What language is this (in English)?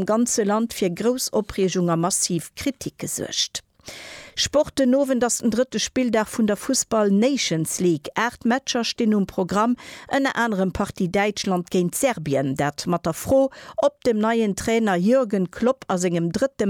Luxembourgish